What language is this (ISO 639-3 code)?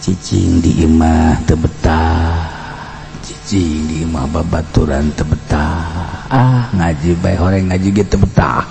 sun